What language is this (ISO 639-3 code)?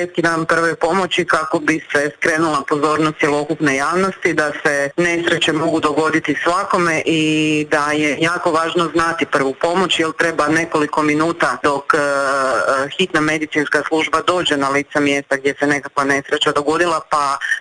hrv